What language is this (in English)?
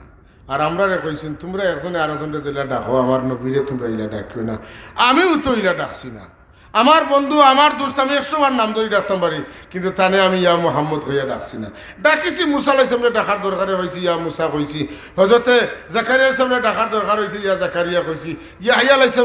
Sylheti